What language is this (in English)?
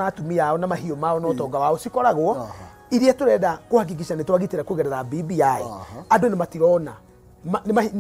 Kikuyu